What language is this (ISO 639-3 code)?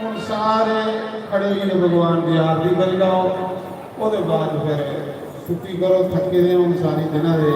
doi